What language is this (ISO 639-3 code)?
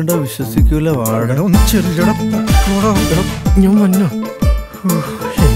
mal